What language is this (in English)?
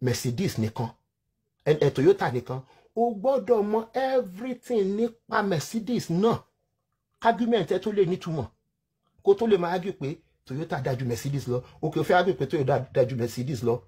Yoruba